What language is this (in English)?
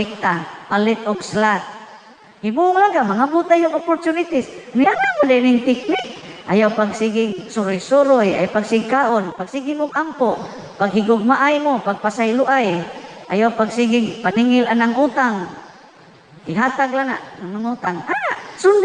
Cebuano